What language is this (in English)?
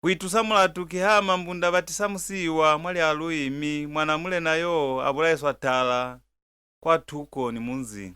Lozi